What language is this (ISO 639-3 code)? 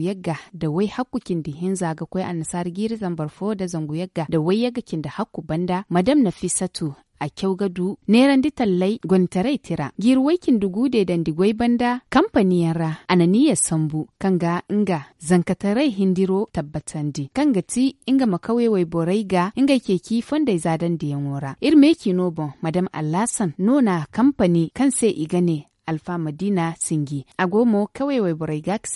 dje